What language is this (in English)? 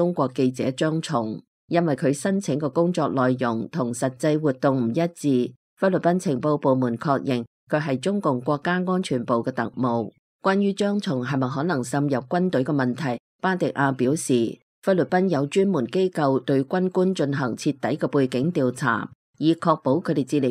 Cantonese